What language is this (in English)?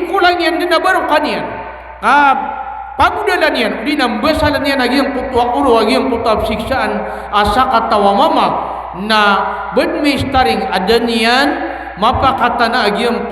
Maranao